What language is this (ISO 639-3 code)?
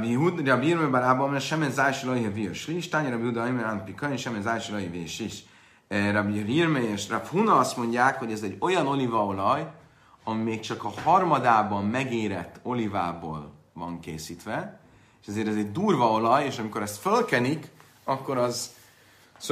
hun